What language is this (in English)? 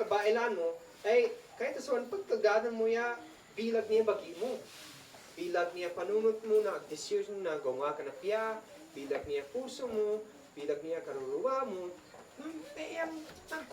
Isnag